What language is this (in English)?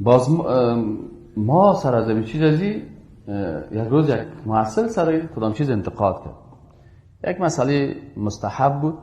Persian